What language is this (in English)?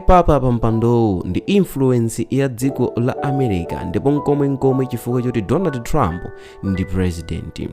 Nyanja